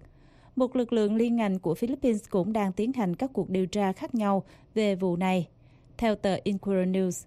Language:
Vietnamese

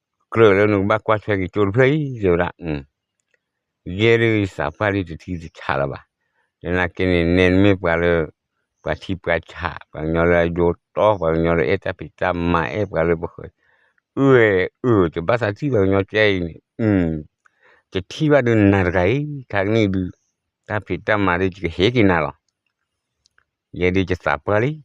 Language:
S'gaw Karen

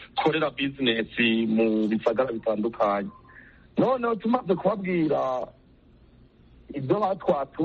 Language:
Kinyarwanda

